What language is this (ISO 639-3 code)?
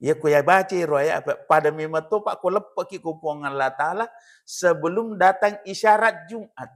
bug